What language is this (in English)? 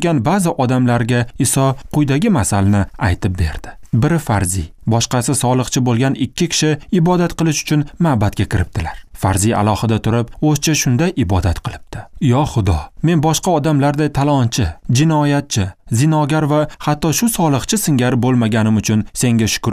Uzbek